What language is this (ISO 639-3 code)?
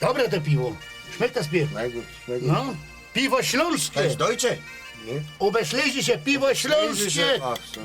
szl